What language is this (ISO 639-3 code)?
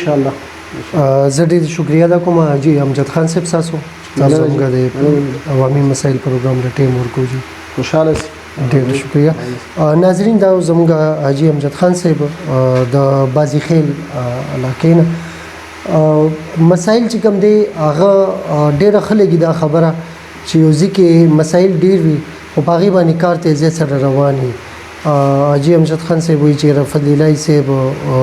pus